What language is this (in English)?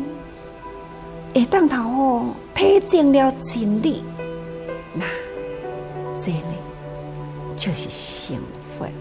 Chinese